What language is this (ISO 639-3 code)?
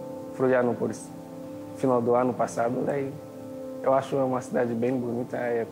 por